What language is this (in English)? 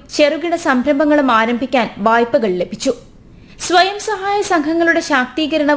Malayalam